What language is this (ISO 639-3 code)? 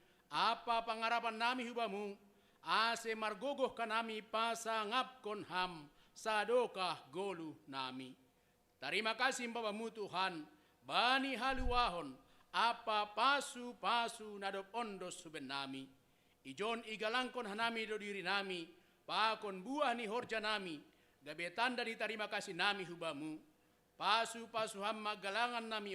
bts